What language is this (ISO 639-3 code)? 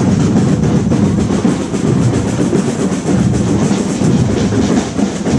spa